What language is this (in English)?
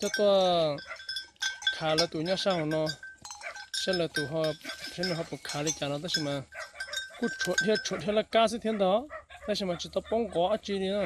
Hmong